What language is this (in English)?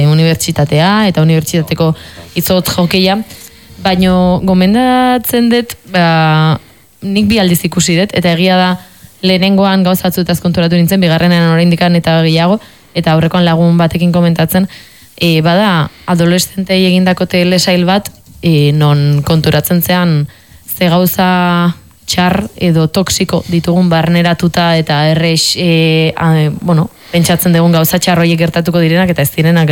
Basque